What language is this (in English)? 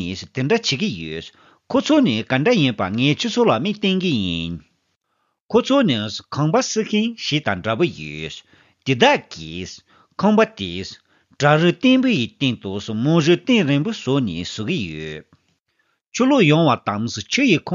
Tibetan